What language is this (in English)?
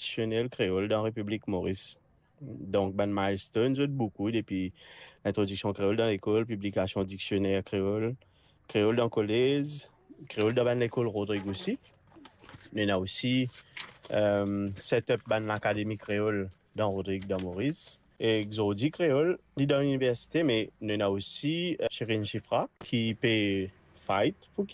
Morisyen